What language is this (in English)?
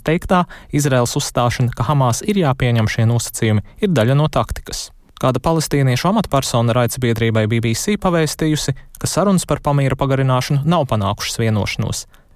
Latvian